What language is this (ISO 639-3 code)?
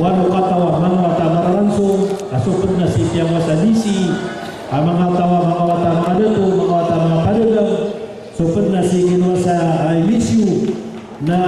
mrw